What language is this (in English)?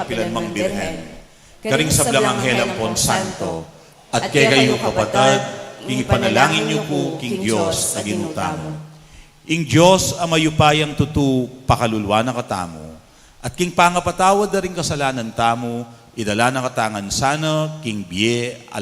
Pampanga